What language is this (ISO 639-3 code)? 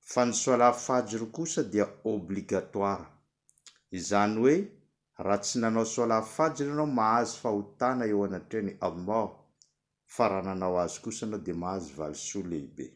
mlg